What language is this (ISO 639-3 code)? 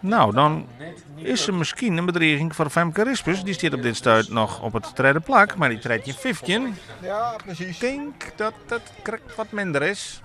fry